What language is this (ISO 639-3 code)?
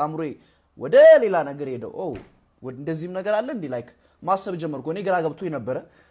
amh